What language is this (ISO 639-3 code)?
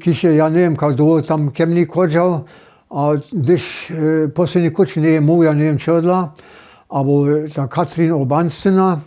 hsb